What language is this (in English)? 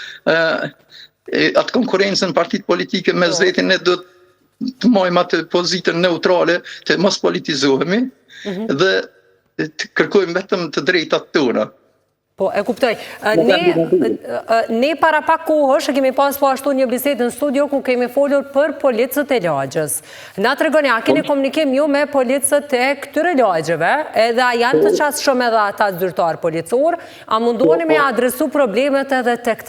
Albanian